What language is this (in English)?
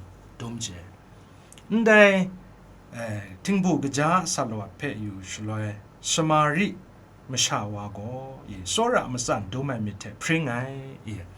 Kachin